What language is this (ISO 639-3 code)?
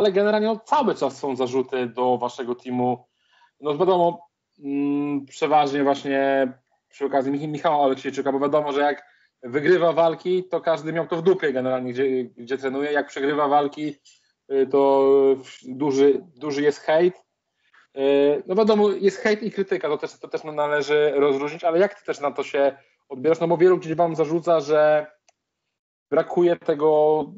pol